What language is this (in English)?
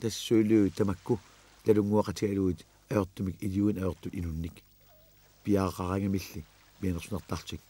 Kalaallisut